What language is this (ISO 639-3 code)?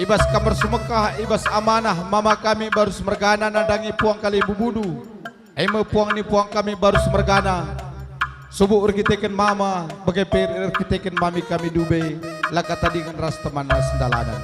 btx